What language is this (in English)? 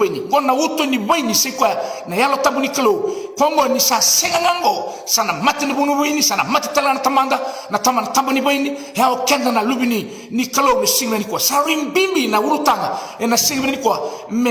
Fijian